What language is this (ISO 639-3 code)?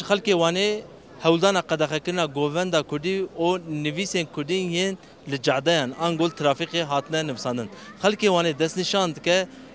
kur